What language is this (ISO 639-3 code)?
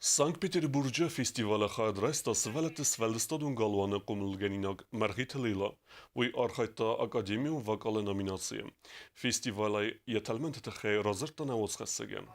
oss